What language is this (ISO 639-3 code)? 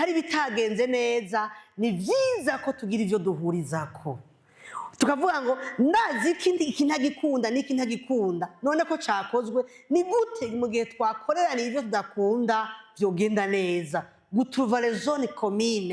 run